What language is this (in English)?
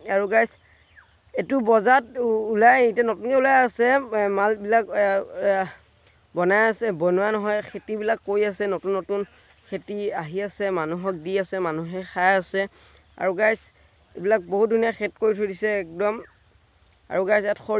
Assamese